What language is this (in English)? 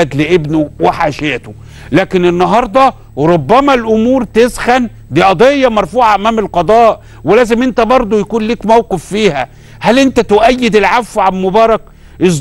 Egyptian Arabic